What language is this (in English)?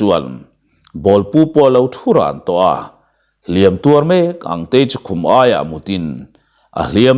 Mizo